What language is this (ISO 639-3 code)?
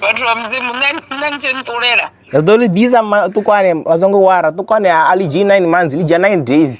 ven